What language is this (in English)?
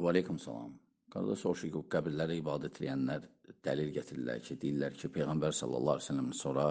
Azerbaijani